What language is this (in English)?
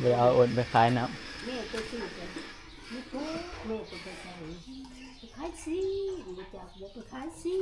Northeastern Thai